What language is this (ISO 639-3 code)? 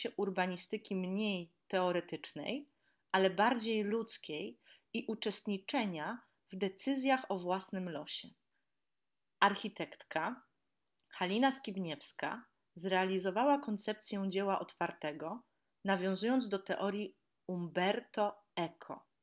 pol